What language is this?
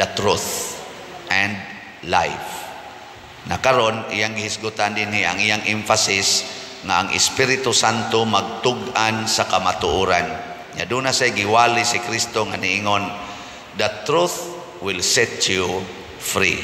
Cebuano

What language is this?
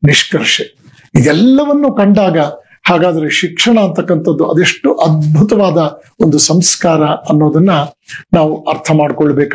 Kannada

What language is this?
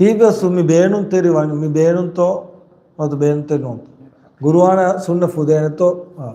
Divehi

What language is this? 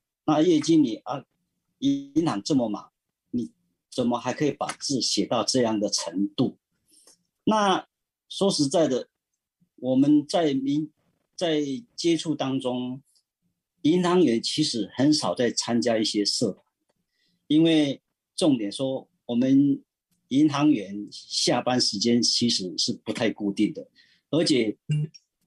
Chinese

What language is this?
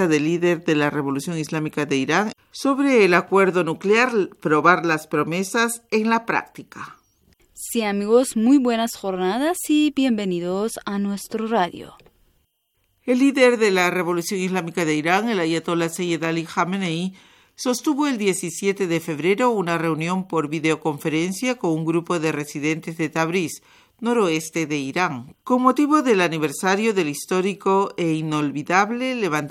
Spanish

